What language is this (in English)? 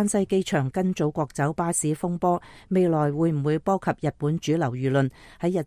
Cantonese